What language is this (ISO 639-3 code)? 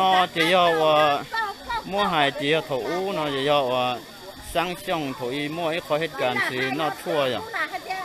hmn